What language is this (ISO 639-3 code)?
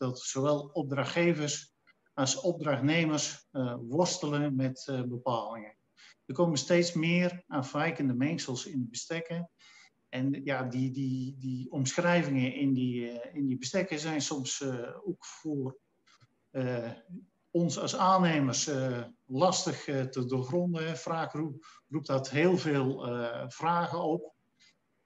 nld